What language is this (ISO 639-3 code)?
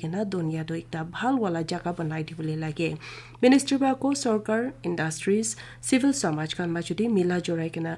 nag